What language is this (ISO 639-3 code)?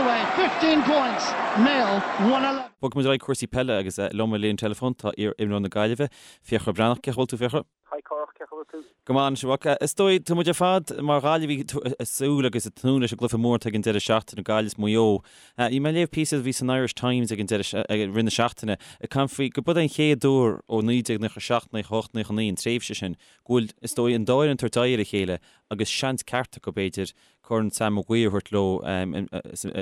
gle